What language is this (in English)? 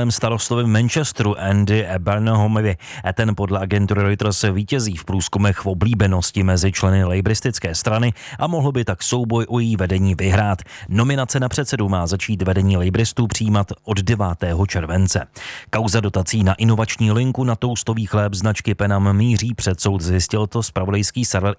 Czech